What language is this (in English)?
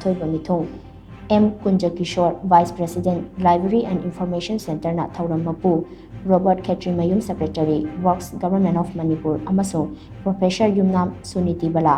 Manipuri